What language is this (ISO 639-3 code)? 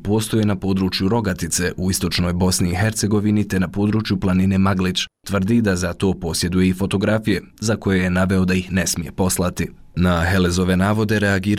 bos